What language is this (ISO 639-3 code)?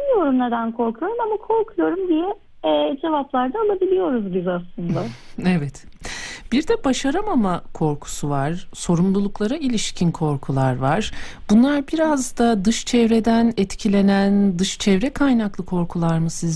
tur